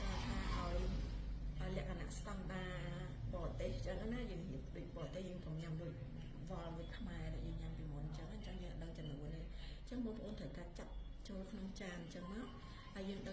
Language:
Khmer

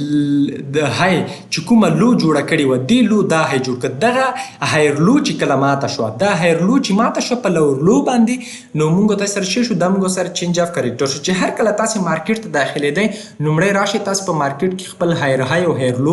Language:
Pashto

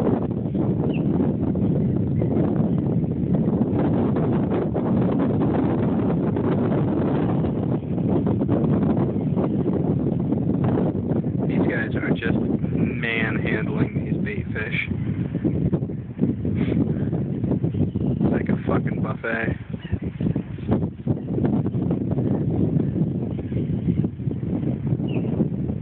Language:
English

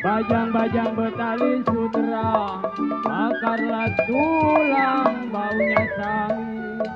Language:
Betawi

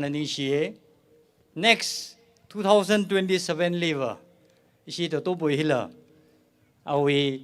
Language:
Tangkhul Naga (India)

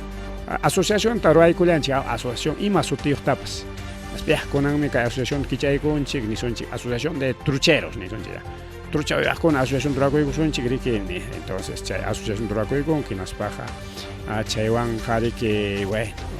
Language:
Ayacucho Quechua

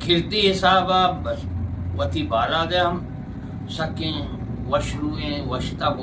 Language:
Eastern Balochi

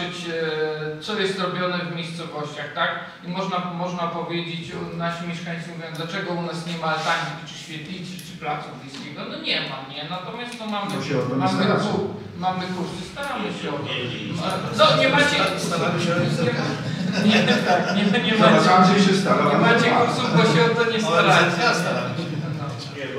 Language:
Polish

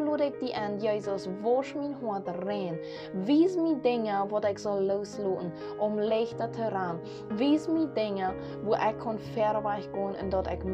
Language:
Plautdietsch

